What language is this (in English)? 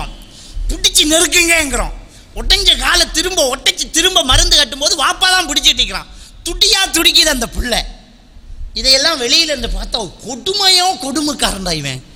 Tamil